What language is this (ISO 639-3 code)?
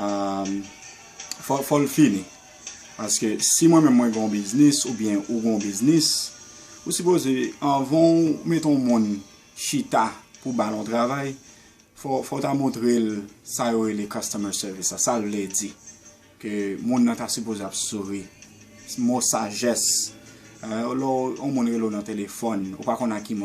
hat